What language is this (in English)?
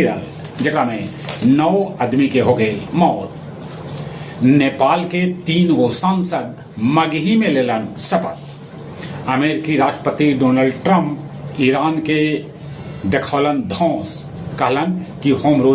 Magahi